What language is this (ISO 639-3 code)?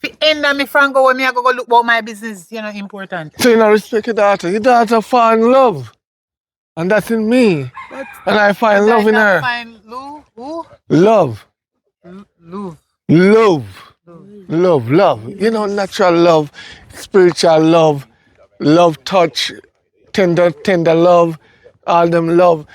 jam